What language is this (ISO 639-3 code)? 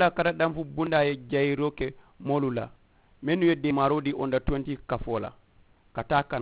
man